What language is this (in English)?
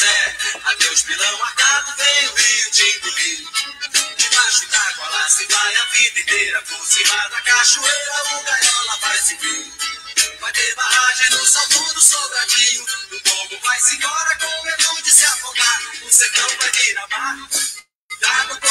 Portuguese